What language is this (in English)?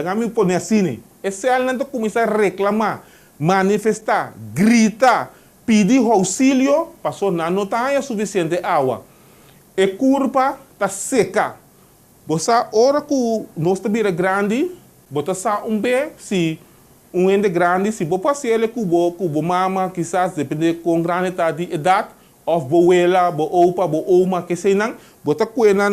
Papiamento